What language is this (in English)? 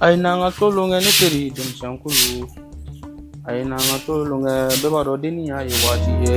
Bambara